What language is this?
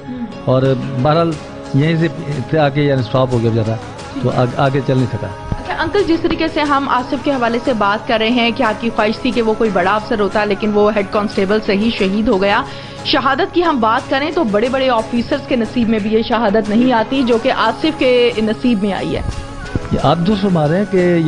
Urdu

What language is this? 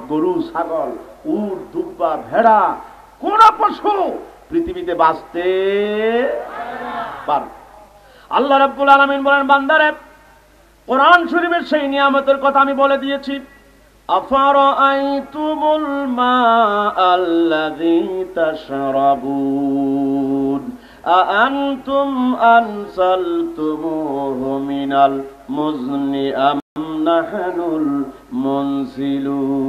Bangla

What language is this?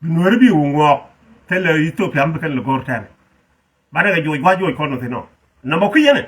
Nuer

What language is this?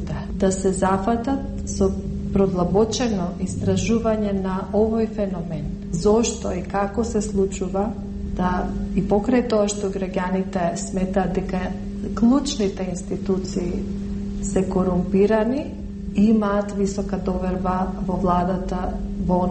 Macedonian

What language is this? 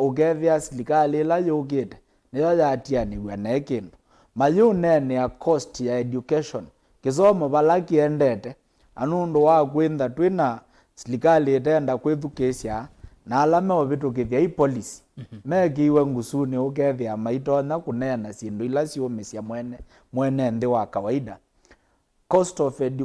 Kamba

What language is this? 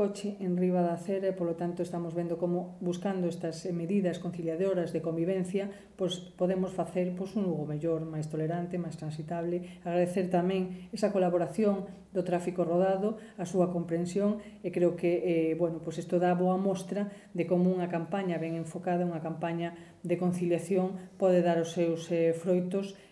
Galician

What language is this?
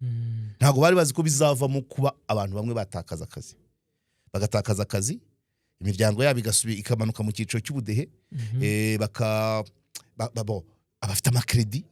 Kinyarwanda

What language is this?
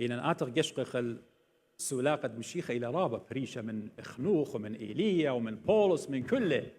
Assyrian Neo-Aramaic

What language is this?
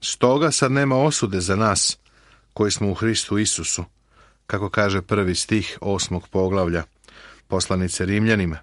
Serbian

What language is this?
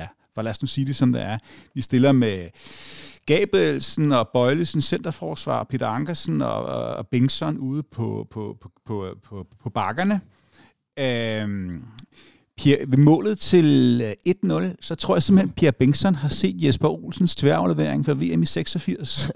Danish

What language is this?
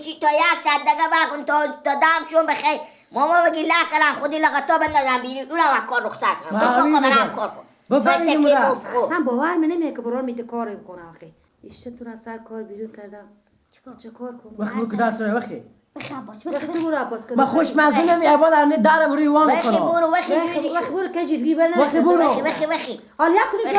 Persian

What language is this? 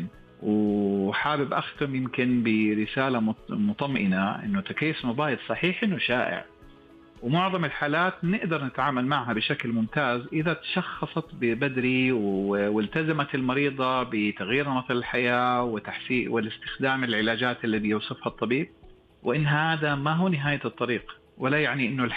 Najdi Arabic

